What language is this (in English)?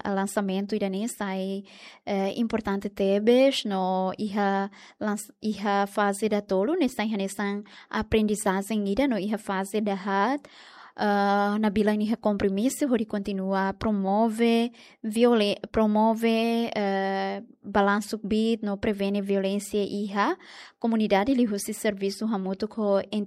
Tetum